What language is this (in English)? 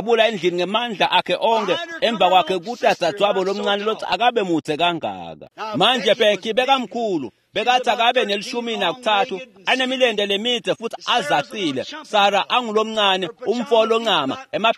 Swati